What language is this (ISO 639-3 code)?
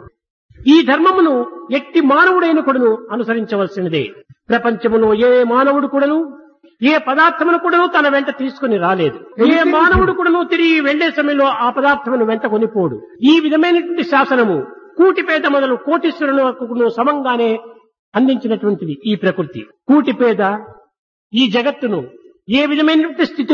tel